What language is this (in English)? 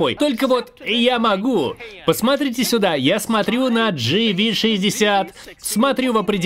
Russian